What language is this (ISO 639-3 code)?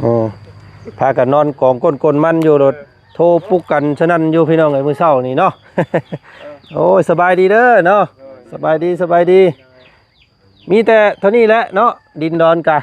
lao